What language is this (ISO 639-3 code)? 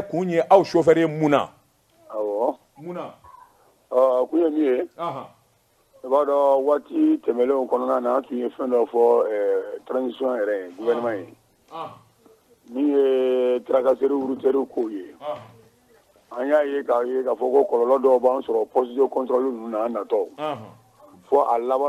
bam